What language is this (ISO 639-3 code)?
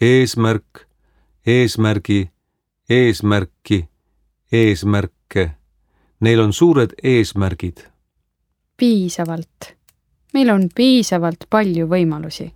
est